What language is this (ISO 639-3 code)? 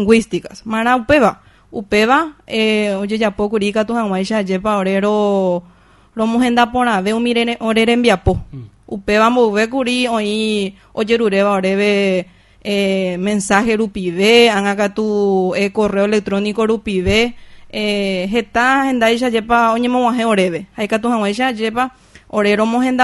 grn